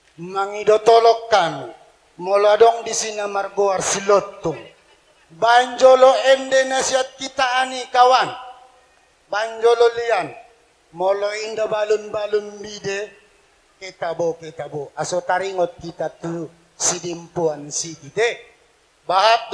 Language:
Batak Toba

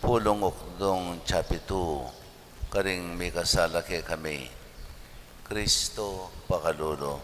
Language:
Pampanga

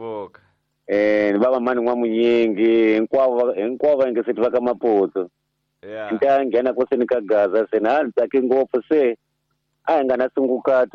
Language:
Tsonga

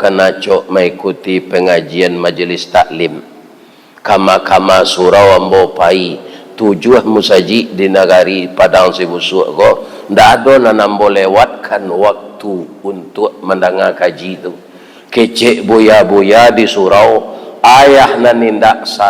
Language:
Minangkabau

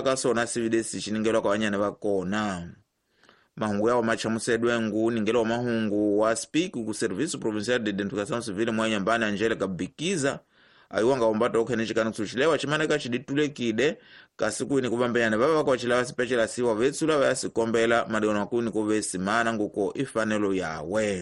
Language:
Tsonga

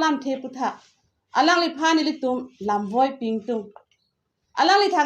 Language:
Karbi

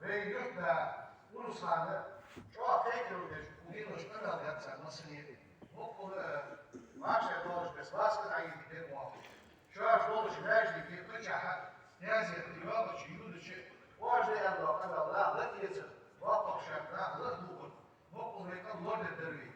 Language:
Ingush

